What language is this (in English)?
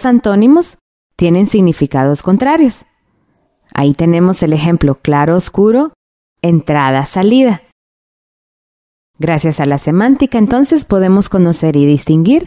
Spanish